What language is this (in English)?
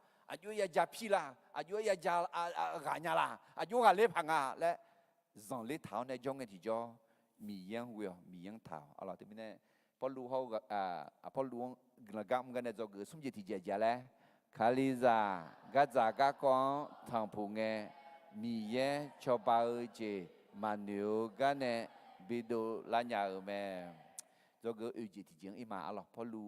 Akha